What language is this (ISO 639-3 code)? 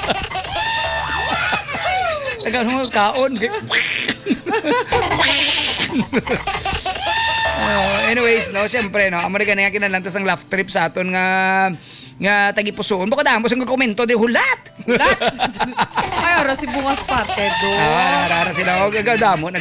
hil